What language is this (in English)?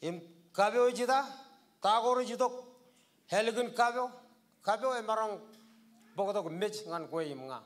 Marshallese